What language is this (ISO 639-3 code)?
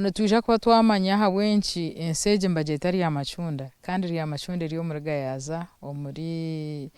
nyn